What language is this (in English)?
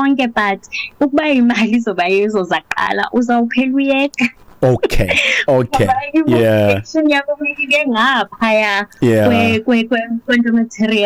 Xhosa